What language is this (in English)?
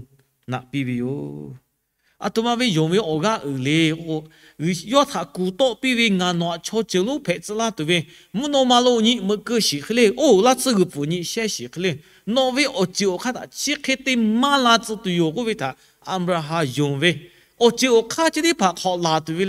Lahu